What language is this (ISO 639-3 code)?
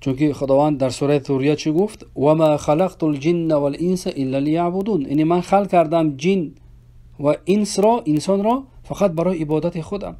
fas